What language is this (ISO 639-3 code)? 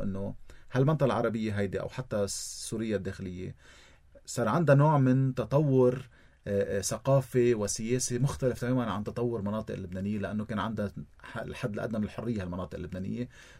apc